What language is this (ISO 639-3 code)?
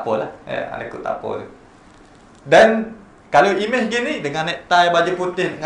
msa